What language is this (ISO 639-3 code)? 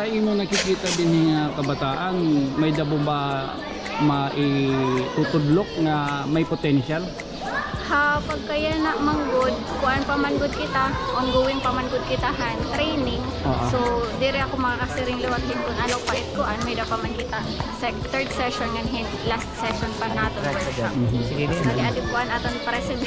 war